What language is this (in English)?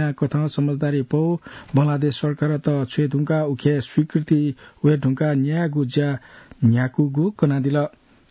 Newari